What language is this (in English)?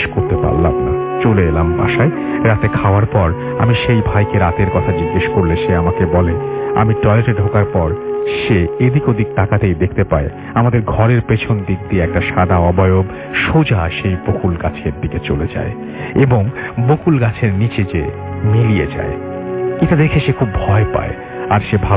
Bangla